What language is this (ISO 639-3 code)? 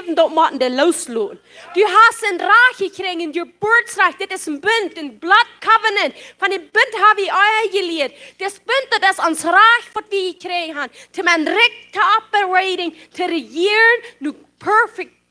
pdt